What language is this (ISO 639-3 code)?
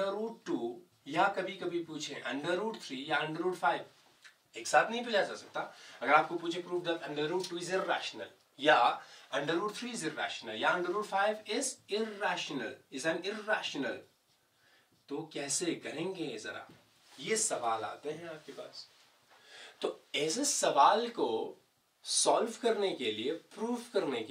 hin